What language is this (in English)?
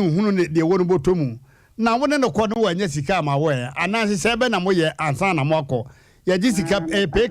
Akan